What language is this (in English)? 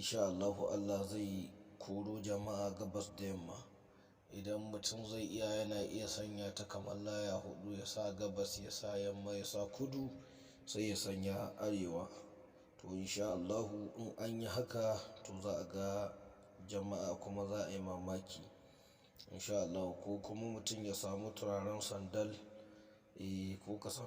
Hausa